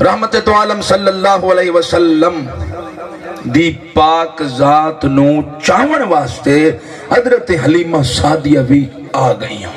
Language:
Saraiki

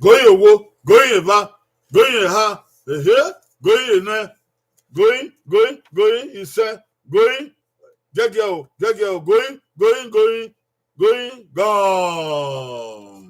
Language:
Bini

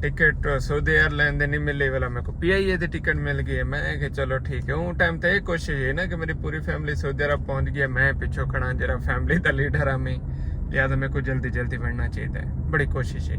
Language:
Saraiki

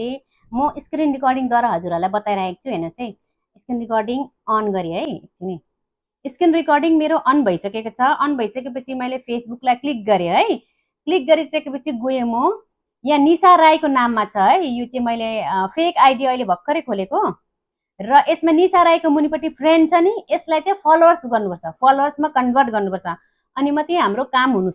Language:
Nepali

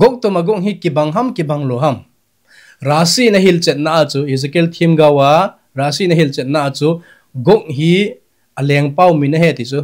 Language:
Thado Chin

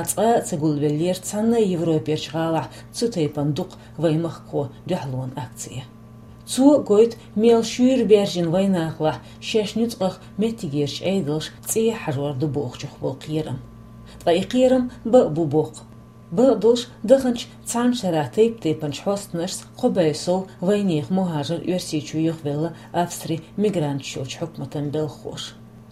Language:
Chechen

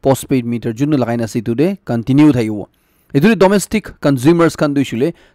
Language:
Naga Pidgin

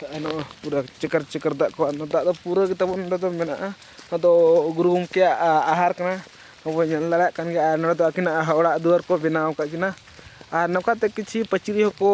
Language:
Santali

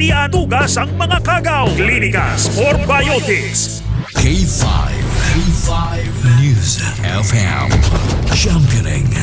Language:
Hiligaynon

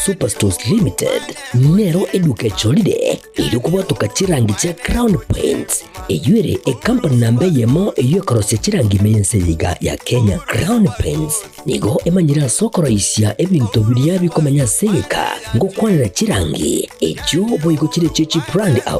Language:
Gusii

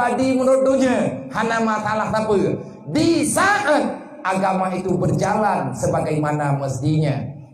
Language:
Achinese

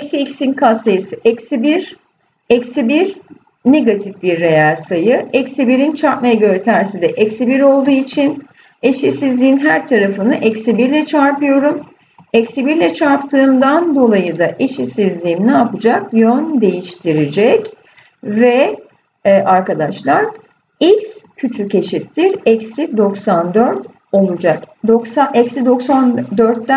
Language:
Turkish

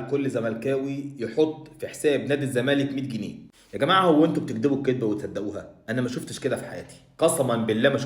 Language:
Egyptian Arabic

